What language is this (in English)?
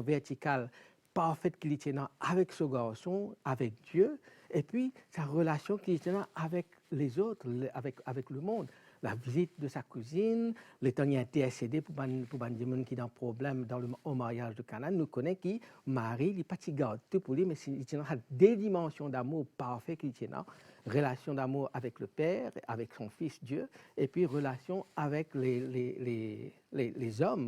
Morisyen